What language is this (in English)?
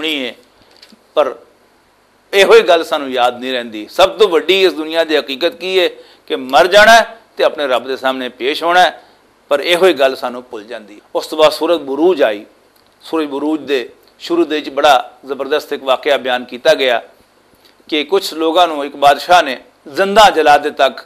Western Panjabi